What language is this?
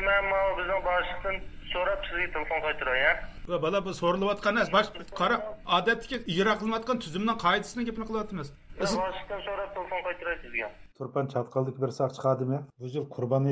Uyghur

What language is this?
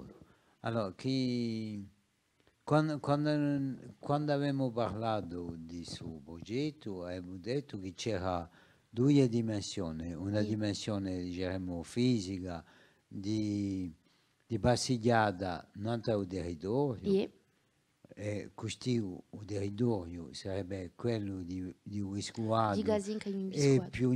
Corsican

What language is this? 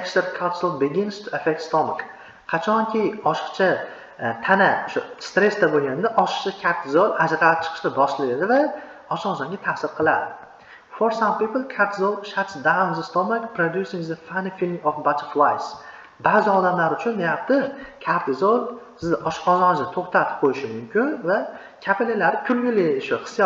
Uzbek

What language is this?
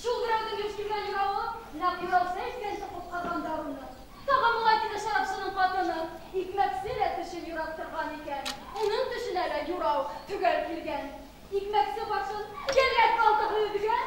Bashkir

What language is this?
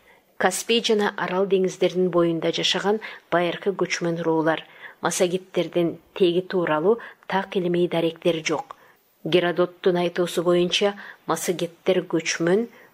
Kyrgyz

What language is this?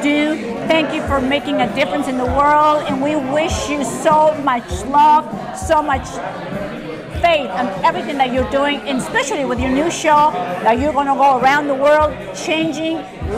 English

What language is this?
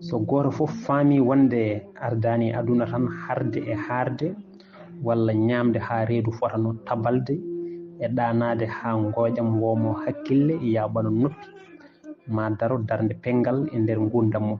Fula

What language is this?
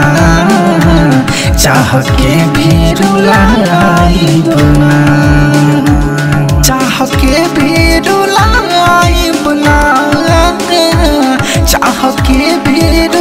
Bhojpuri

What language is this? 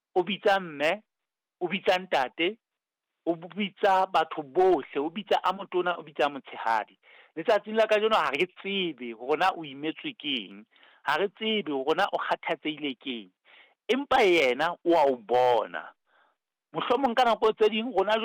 Southern Sotho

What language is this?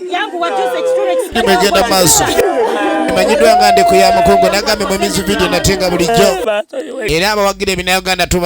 Ganda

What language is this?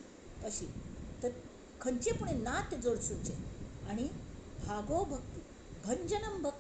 Konkani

